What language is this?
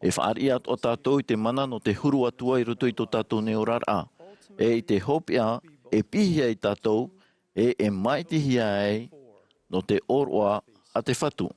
Tahitian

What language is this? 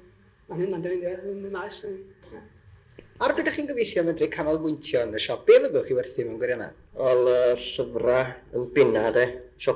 Welsh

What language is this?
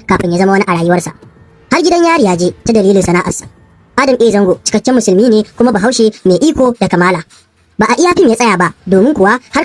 Hausa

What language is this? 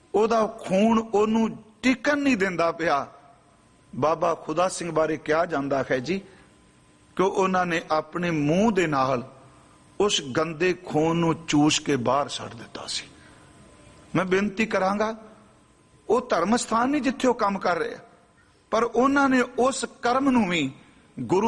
Punjabi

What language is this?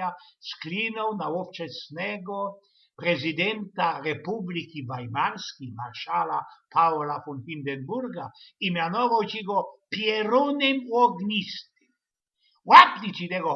Silesian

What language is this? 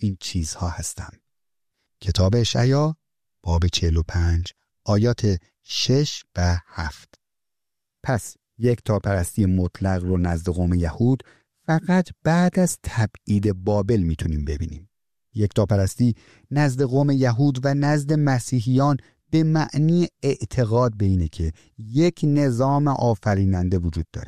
Persian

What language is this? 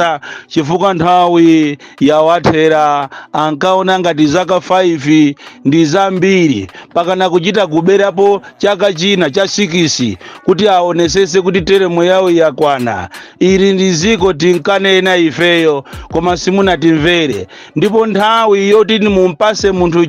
Nyanja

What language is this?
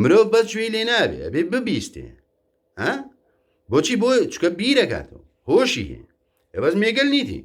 Central Kurdish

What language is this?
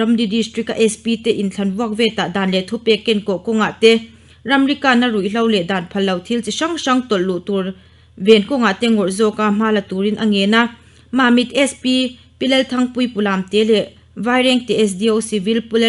Mizo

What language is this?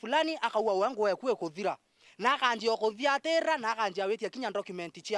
Meru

